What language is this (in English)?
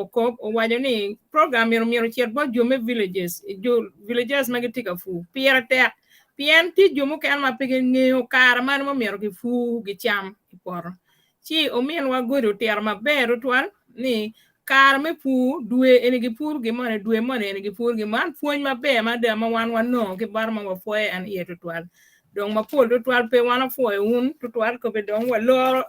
Acoli